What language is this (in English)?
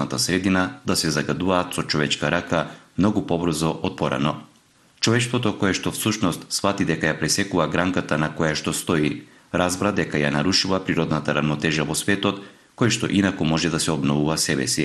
Macedonian